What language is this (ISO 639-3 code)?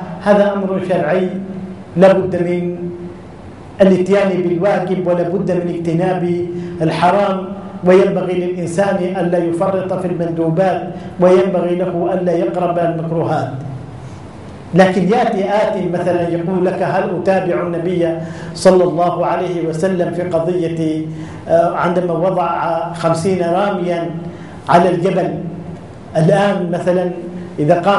ara